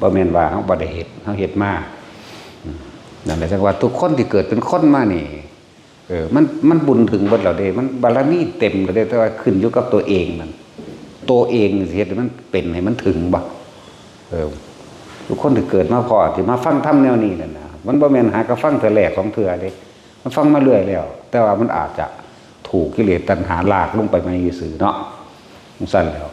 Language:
Northeastern Thai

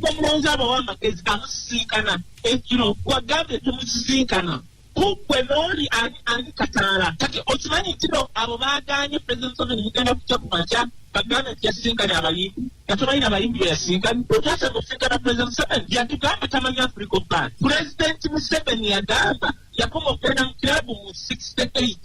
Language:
Ganda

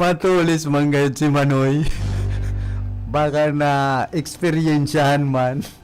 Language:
Bikol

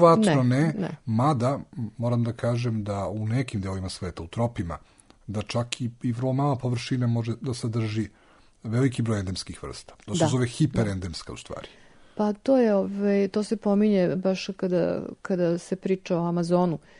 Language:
Serbian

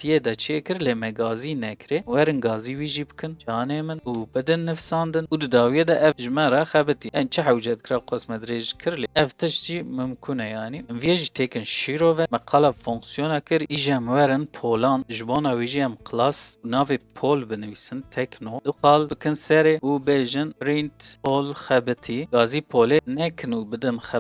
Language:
Kurdish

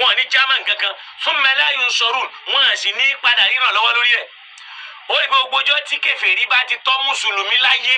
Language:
Yoruba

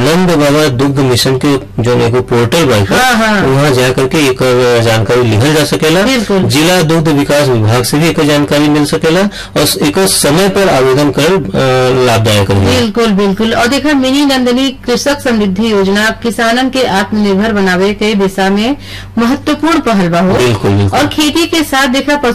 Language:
Bhojpuri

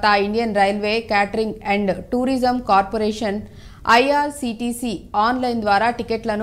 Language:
Telugu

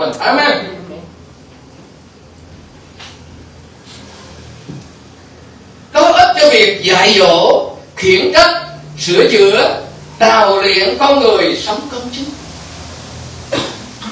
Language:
Vietnamese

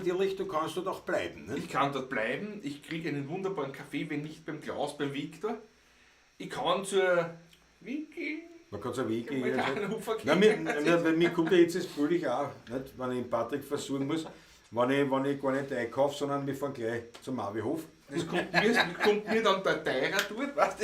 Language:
Bavarian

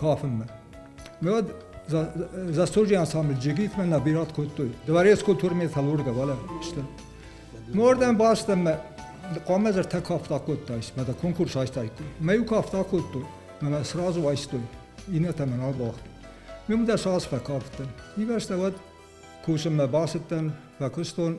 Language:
Ossetic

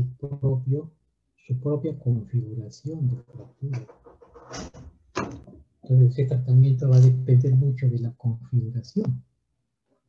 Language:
Spanish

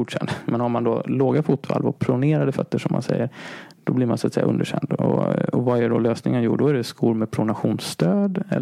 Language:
Swedish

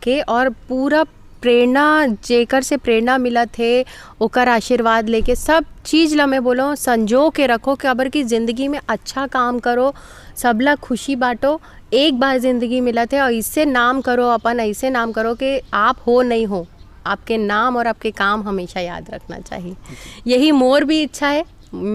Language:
Chhattisgarhi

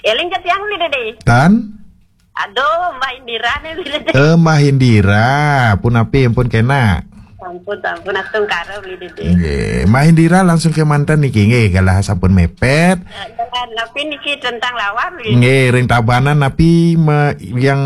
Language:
Balinese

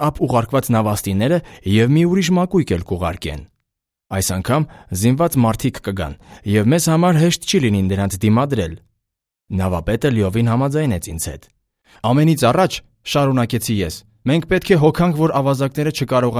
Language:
Armenian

